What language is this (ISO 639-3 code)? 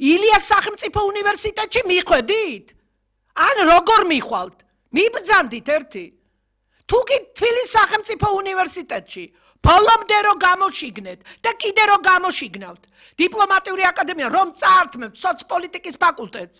kat